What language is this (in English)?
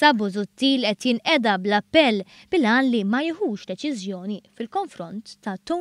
Maltese